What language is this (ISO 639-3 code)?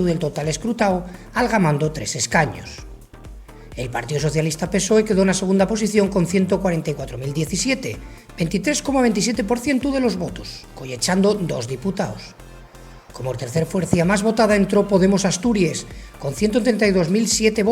ast